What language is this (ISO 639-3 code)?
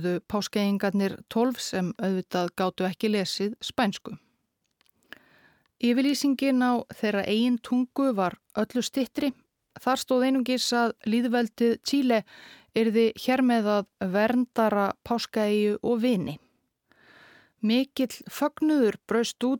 isl